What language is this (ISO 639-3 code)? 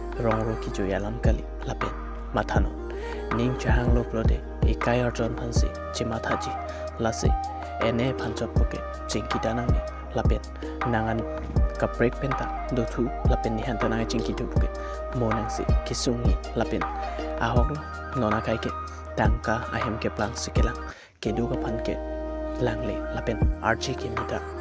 mjw